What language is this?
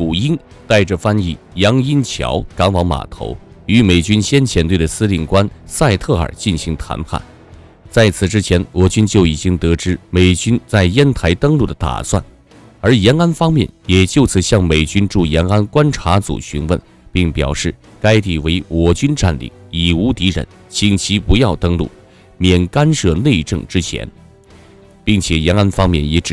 Chinese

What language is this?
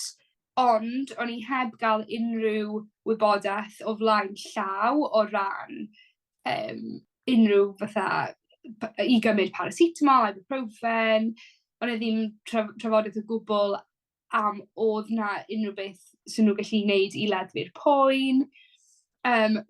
Welsh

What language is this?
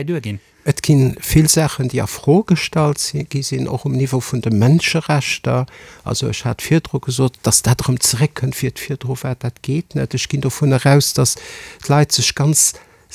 Luxembourgish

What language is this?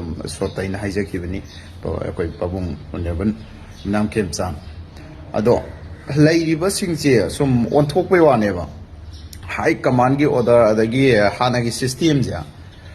Manipuri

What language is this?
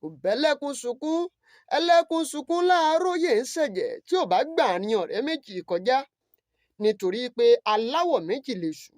Yoruba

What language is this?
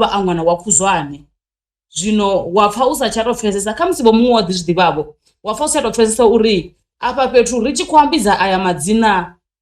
Venda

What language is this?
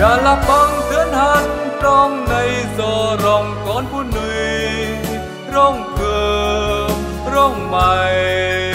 Central Mnong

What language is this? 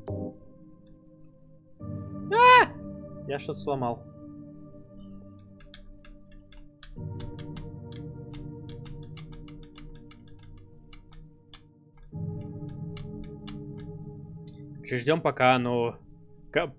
Russian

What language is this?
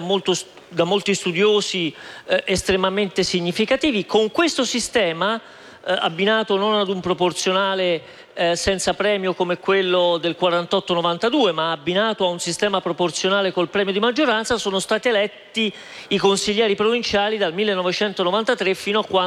Italian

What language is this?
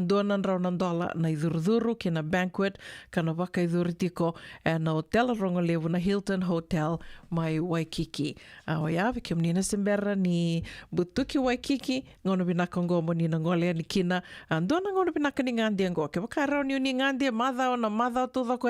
Fijian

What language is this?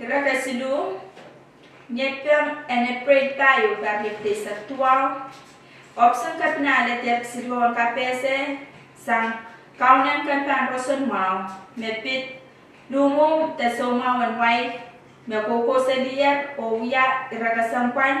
Pohnpeian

